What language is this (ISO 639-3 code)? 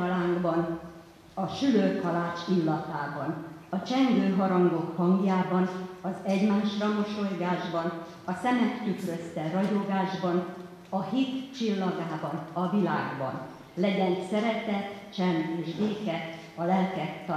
hun